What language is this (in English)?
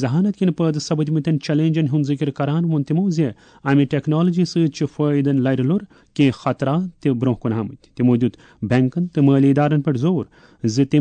Kashmiri